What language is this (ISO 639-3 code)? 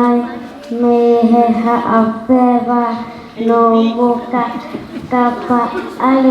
ton